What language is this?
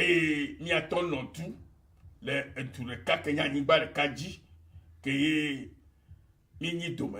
Ewe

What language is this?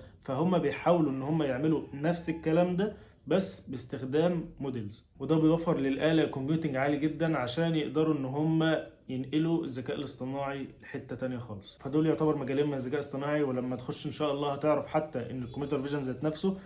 Egyptian Arabic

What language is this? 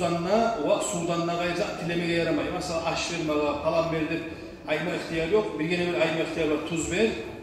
Kumyk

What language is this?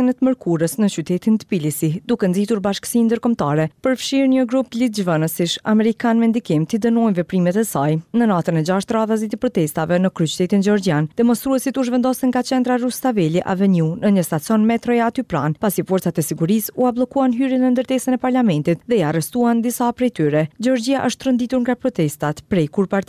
Albanian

